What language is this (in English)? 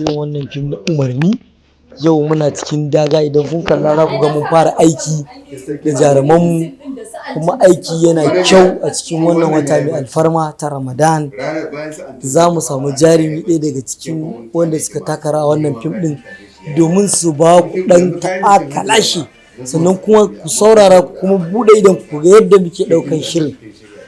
Hausa